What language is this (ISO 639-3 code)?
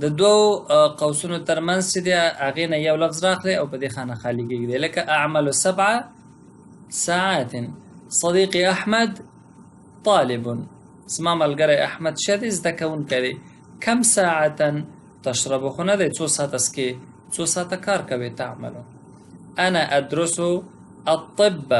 pus